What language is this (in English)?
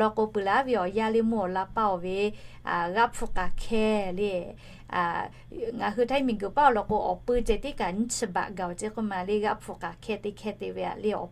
Lahu